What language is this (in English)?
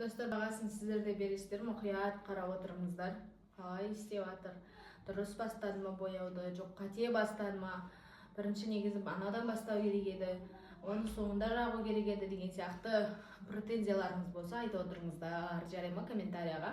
Kazakh